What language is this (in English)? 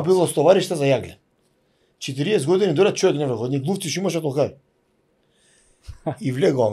Macedonian